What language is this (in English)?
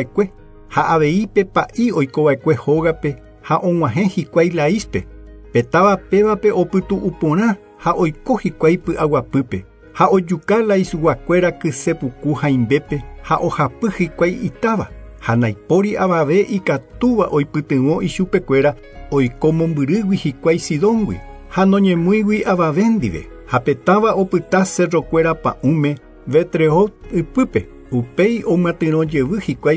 Guarani